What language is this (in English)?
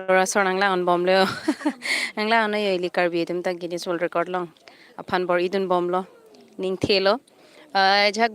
Karbi